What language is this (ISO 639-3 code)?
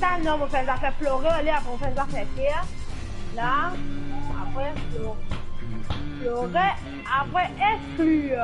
mfe